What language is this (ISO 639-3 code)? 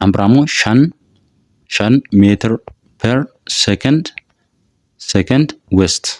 orm